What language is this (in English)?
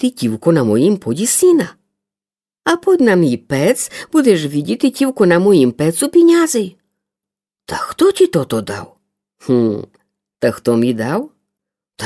Rusyn